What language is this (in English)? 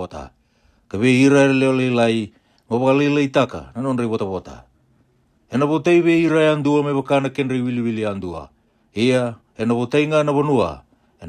Fijian